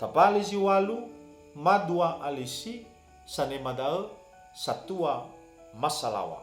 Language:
Nias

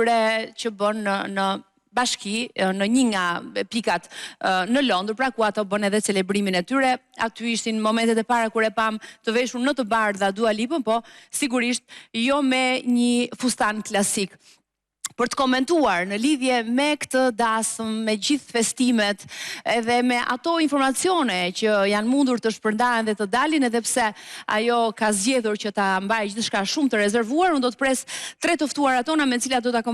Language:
Albanian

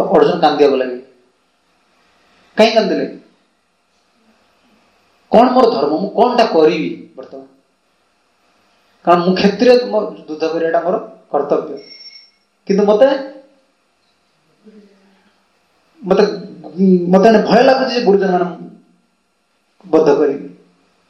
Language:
Odia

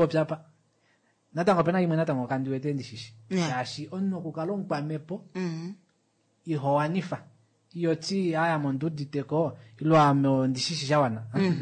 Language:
Kuanyama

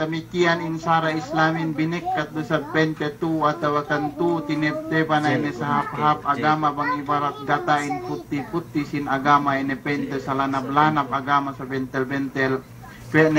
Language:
Yakan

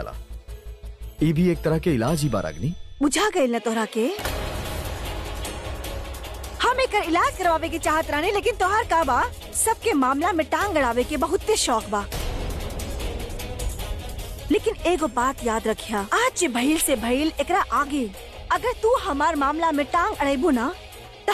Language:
Bhojpuri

